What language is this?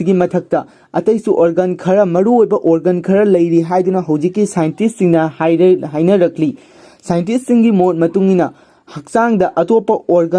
Manipuri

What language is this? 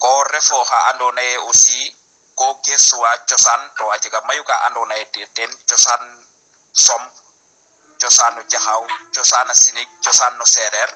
Serer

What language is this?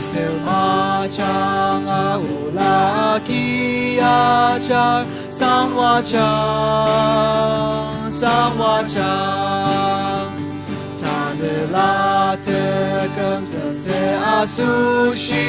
Ao Naga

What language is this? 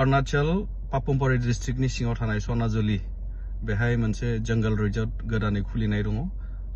Bodo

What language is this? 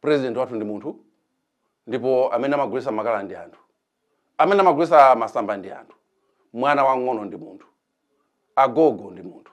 Nyanja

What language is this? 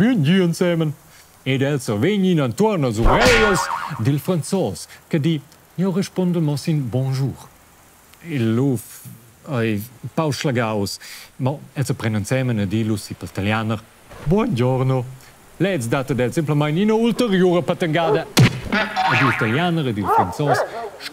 Romansh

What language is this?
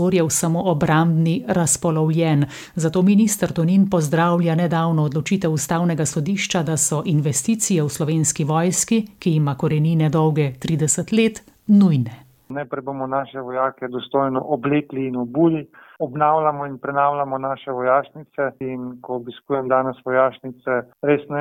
Slovenian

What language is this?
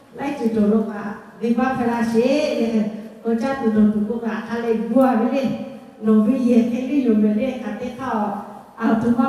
Lahu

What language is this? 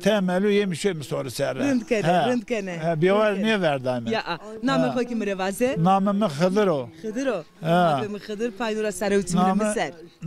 Zaza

